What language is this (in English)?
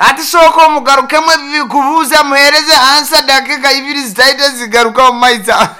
Nyankole